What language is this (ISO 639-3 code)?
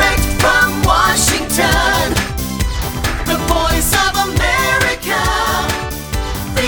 mya